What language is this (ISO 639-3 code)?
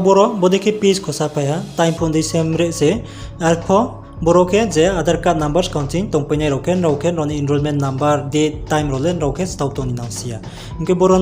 ria